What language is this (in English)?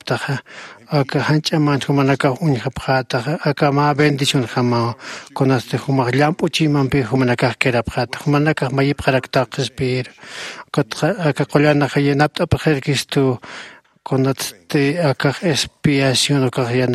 Aymara